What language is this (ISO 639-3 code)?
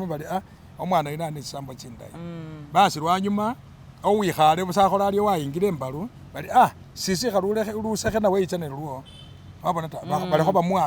myx